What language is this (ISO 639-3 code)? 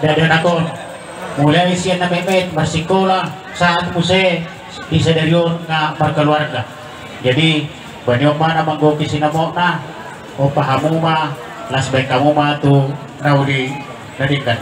bbc